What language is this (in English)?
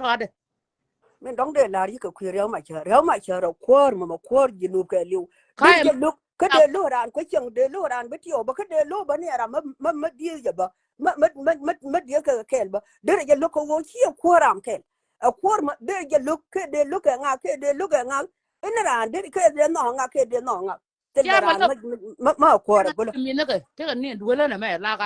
Nuer